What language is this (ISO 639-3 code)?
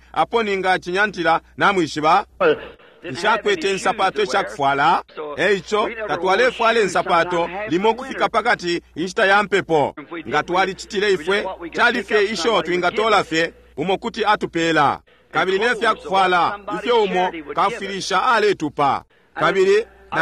bem